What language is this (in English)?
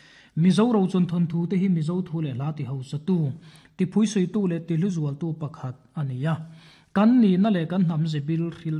Mizo